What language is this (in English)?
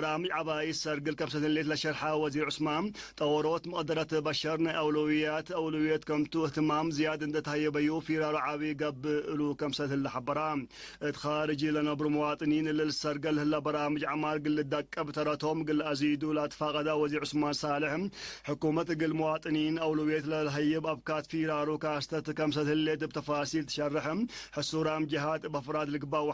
Tigre